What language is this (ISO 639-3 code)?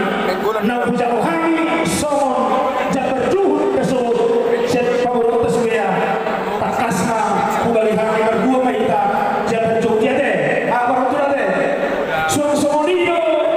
bbc